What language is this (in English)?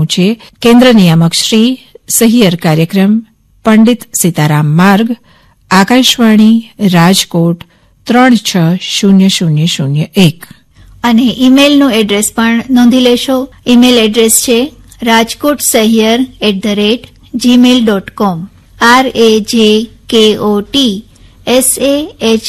Gujarati